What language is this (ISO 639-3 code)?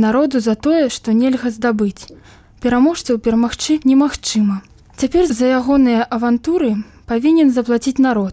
bel